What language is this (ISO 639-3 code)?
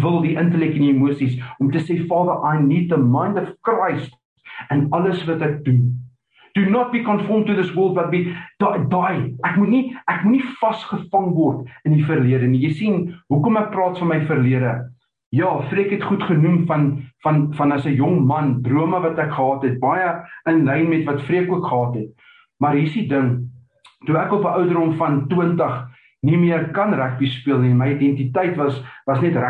afr